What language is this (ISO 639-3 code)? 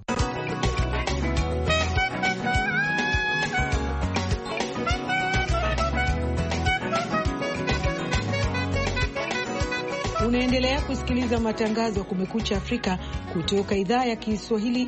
swa